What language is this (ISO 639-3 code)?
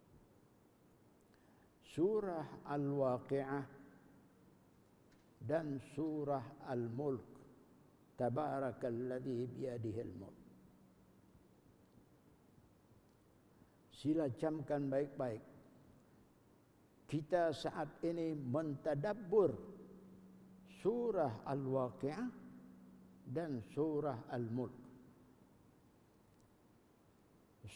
msa